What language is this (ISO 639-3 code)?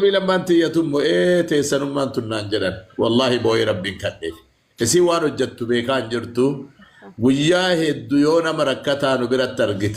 orm